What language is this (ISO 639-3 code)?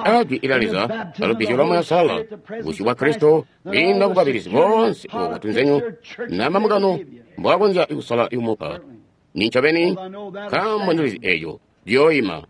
toi